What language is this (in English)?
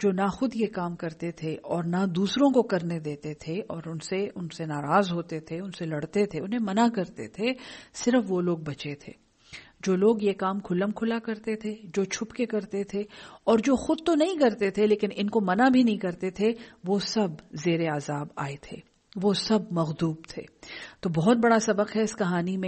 Urdu